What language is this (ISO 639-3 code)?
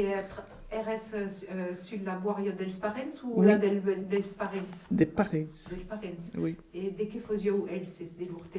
oci